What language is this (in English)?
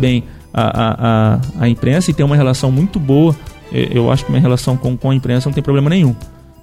Portuguese